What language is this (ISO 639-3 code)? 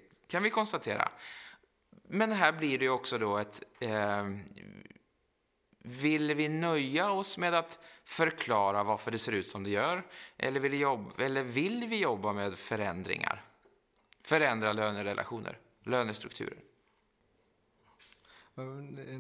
swe